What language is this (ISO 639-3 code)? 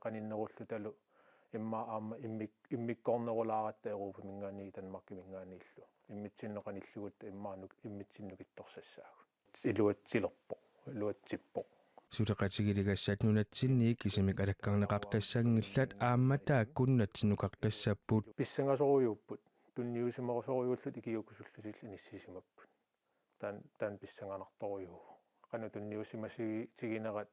kal